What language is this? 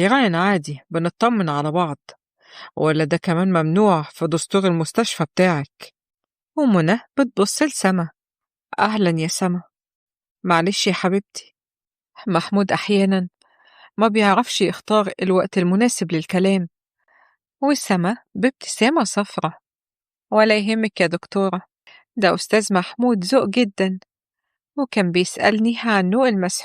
Egyptian Arabic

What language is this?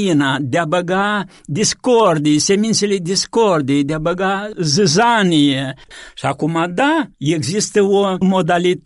Romanian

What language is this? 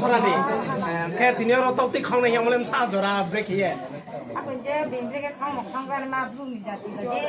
Riang (India)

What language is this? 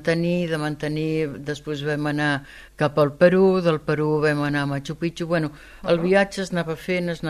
Catalan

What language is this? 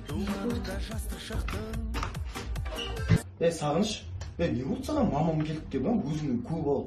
Kazakh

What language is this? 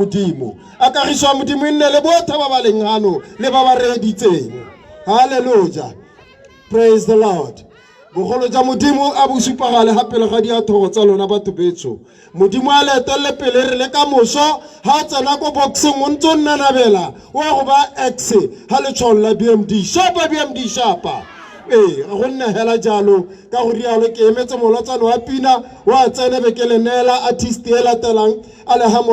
Tswana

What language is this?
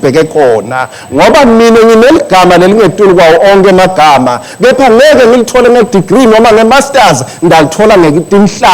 Swati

